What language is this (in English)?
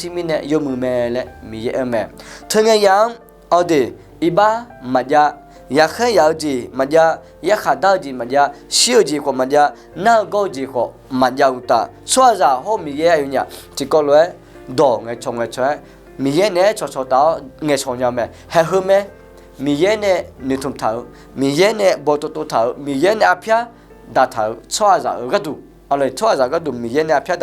Akha